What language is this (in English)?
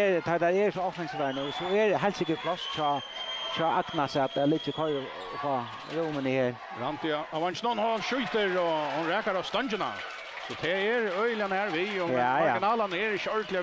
Faroese